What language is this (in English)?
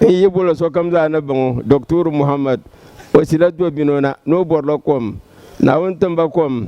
Dagbani